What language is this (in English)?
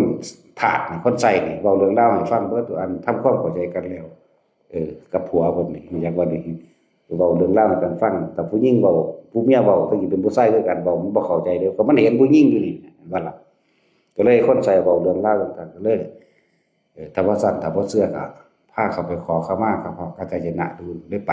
Northeastern Thai